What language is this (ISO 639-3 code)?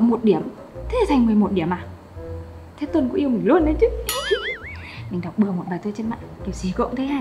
vie